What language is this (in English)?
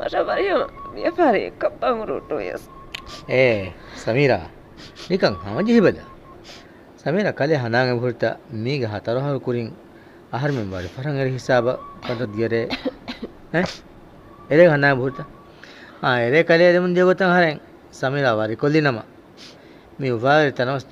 Divehi